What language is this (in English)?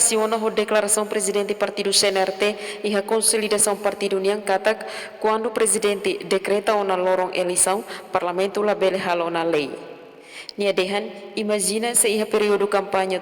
Tetum